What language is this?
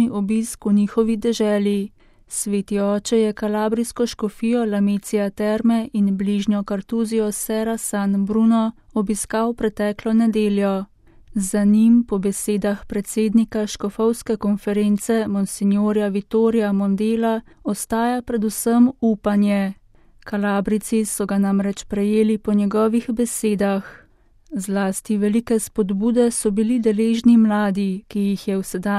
Slovenian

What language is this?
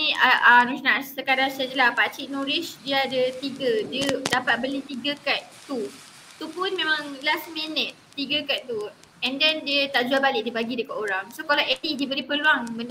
Malay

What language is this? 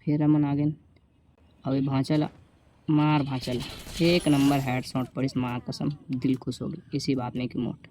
Chhattisgarhi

